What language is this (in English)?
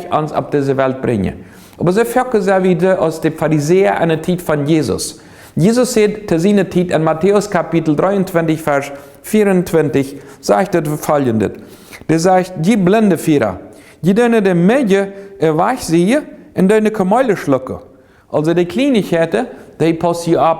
Plautdietsch